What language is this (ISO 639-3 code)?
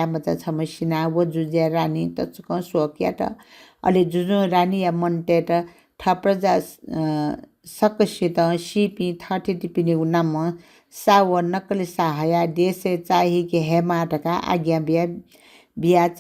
new